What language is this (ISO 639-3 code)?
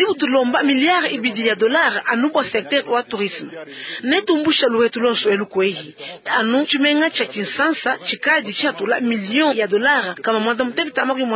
lua